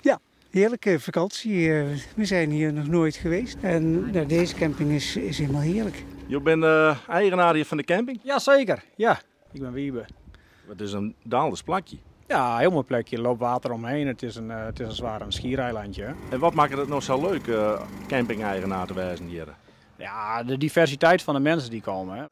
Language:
Western Frisian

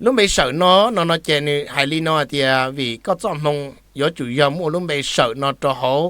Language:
Hmong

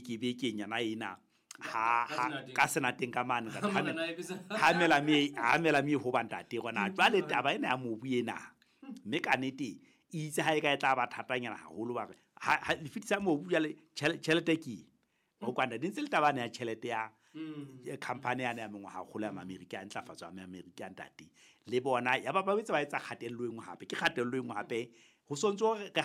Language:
Southern Sotho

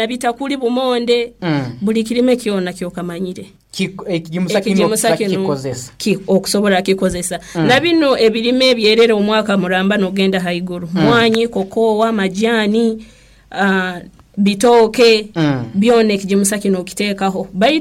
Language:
Nyoro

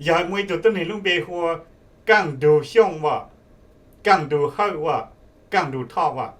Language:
Hmong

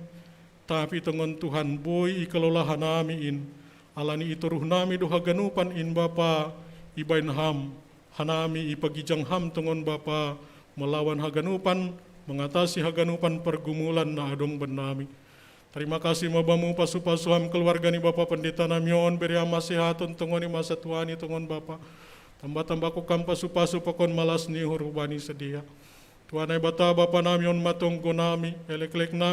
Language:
Batak Simalungun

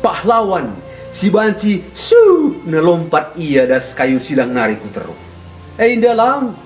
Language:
Batak Karo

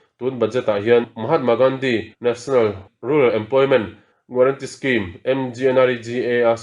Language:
Mizo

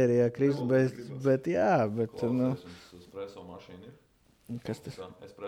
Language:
Latvian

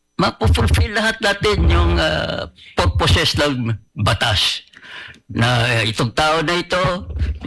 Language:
Filipino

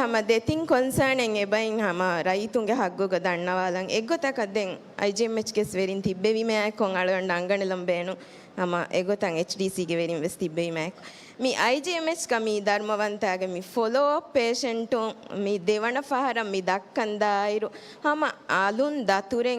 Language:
Divehi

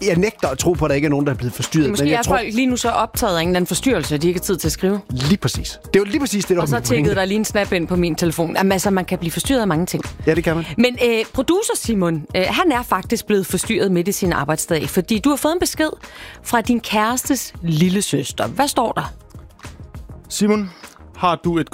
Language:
Danish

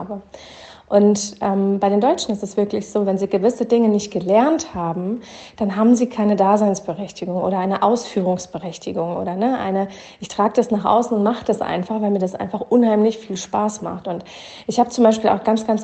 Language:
German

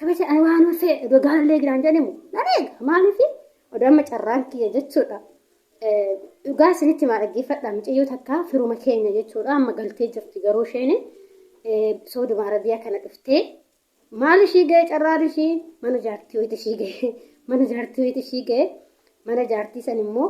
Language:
Oromo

